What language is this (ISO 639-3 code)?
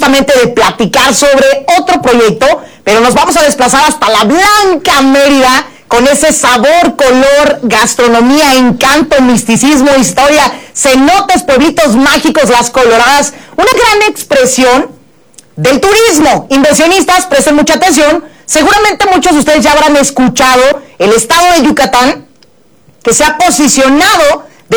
spa